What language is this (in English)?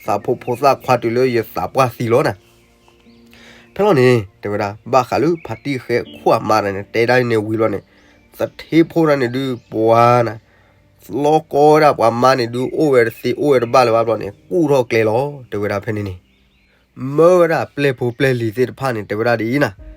S'gaw Karen